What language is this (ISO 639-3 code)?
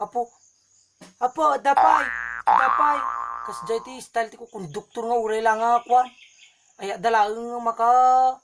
ilo